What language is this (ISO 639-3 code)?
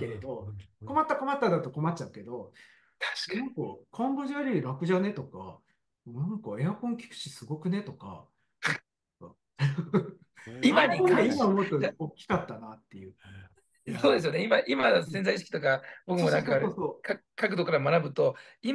jpn